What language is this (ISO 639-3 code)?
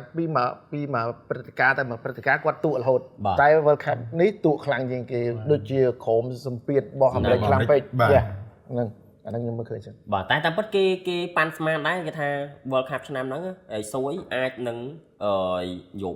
khm